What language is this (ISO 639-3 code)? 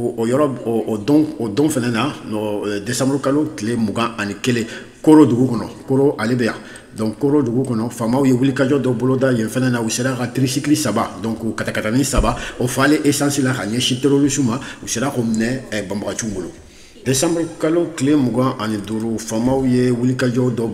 bam